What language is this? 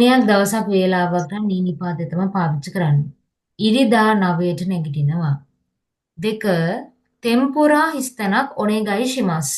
Sinhala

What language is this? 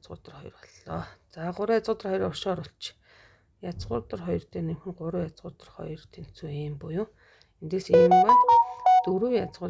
Mongolian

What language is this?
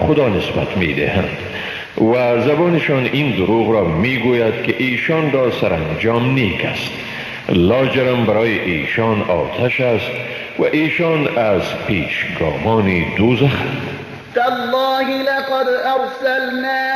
Persian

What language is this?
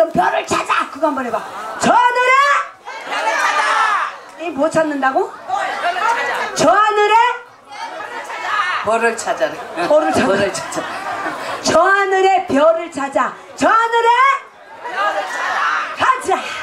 Korean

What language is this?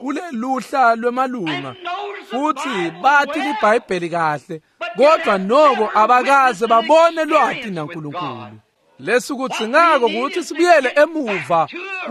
Swati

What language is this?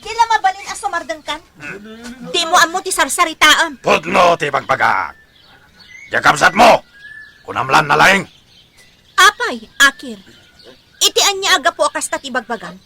Iloko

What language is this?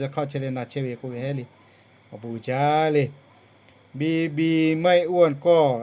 Lahu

